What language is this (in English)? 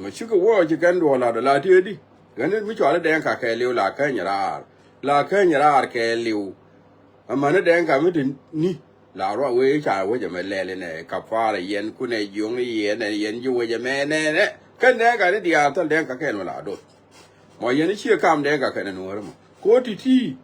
Nuer